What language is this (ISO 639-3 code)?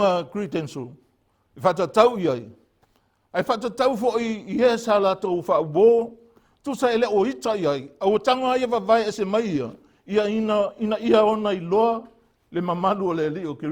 smo